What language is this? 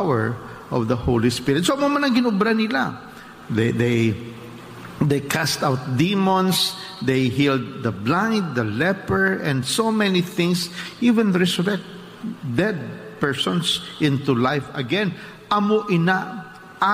Hiligaynon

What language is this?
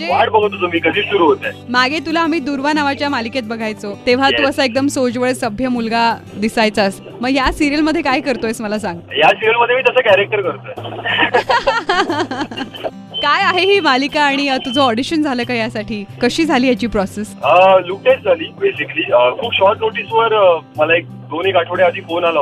Marathi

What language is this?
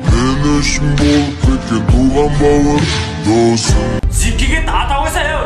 Kara-Kalpak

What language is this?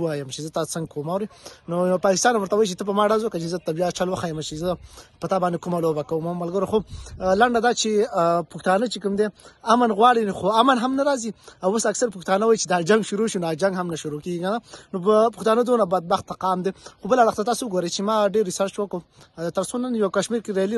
Pashto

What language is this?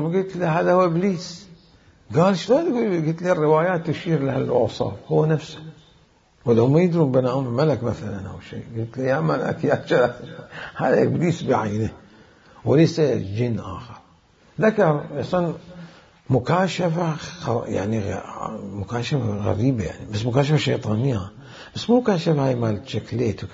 Mesopotamian Arabic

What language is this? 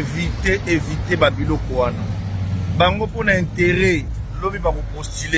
Lingala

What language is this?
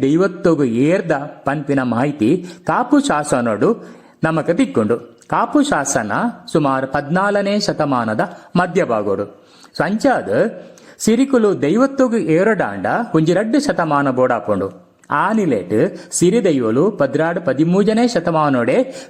Tulu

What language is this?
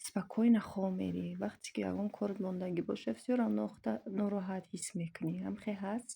Tajik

